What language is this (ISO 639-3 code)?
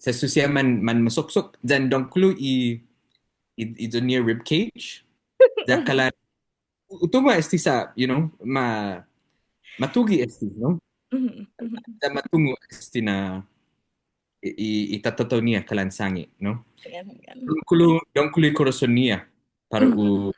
cha